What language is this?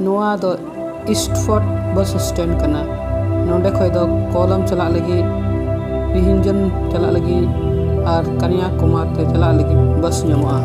Santali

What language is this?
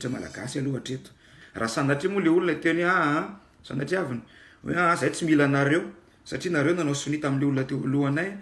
Malagasy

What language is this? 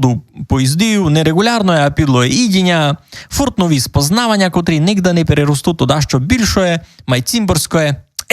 Rusyn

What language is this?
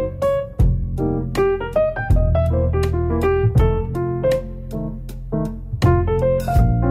Bulgarian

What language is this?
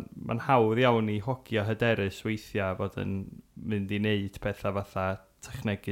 Welsh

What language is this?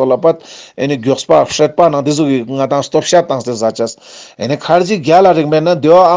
Ladakhi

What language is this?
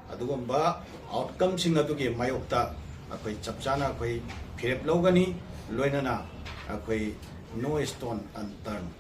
Manipuri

